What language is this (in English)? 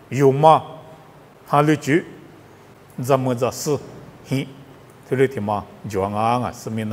Lisu